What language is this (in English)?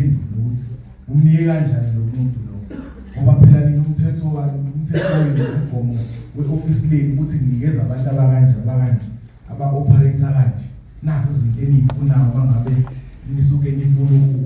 Zulu